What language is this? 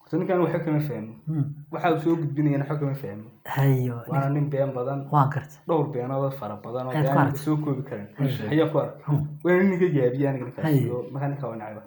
Somali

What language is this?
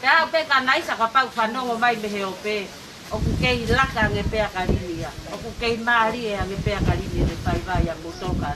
Tongan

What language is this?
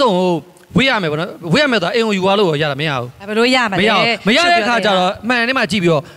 Burmese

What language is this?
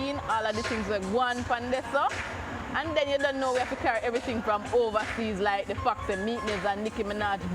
Jamaican Creole English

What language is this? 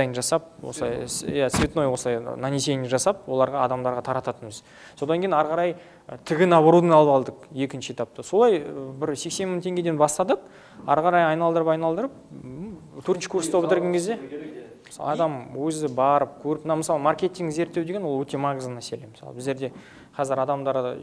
Kazakh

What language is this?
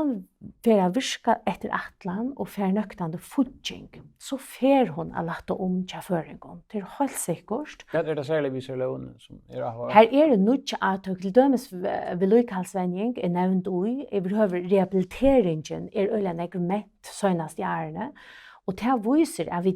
Faroese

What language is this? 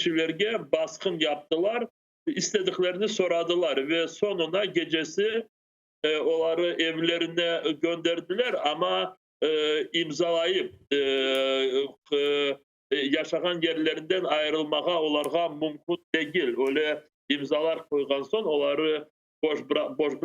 Crimean Tatar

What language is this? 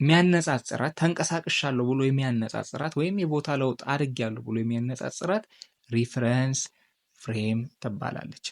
Amharic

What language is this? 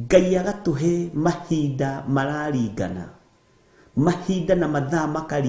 Kikuyu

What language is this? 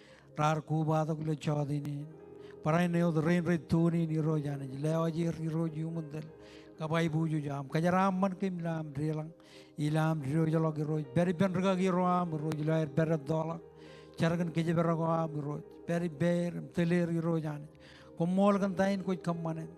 Marshallese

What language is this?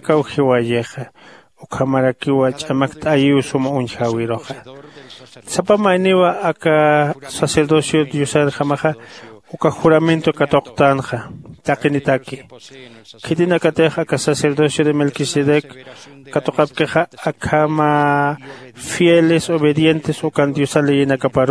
Aymara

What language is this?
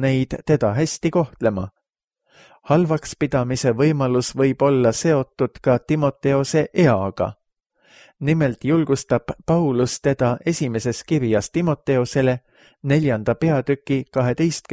Estonian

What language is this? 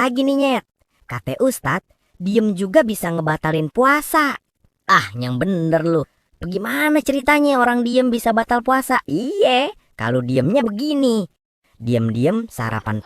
Betawi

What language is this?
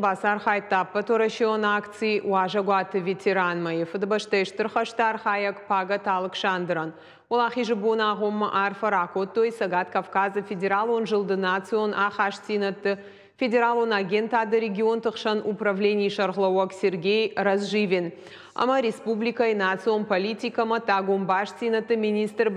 Ossetic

